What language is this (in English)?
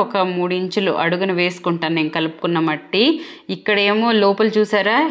Telugu